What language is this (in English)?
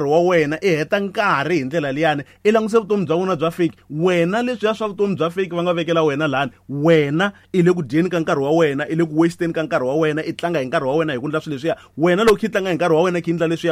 Tsonga